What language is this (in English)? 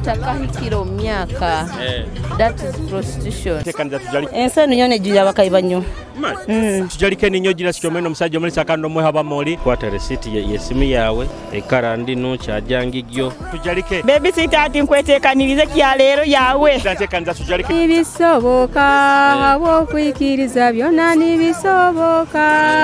Nyoro